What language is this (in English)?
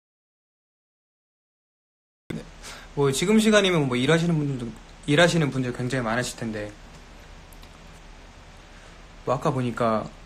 Korean